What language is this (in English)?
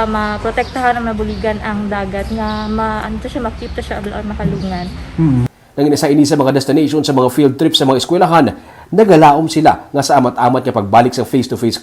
Hiligaynon